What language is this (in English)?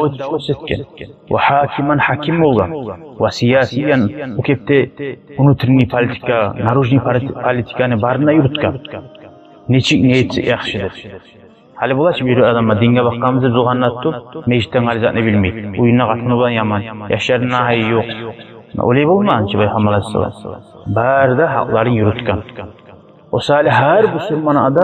Kumyk